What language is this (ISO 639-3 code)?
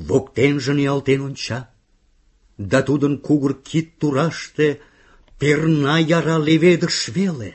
chm